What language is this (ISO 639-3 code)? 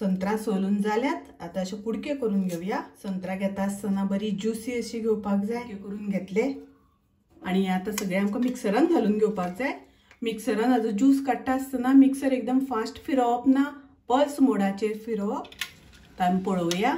kok